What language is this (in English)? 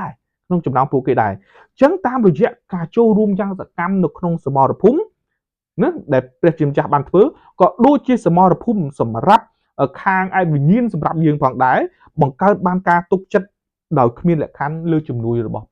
Khmer